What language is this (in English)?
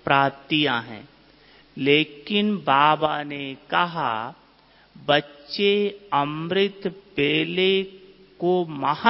Hindi